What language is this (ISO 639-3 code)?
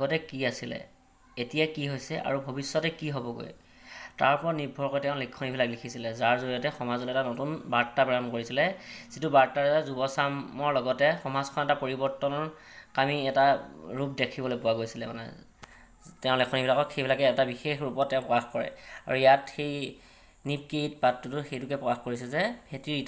asm